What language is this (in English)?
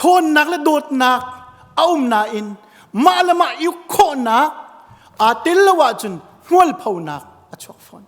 Hakha Chin